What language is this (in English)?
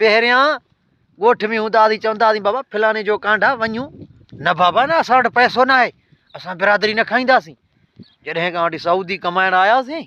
Sindhi